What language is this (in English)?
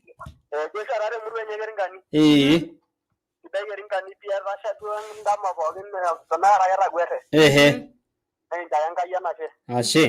Masai